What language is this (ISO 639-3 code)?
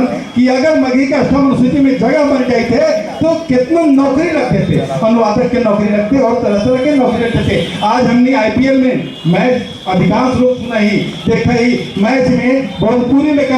mag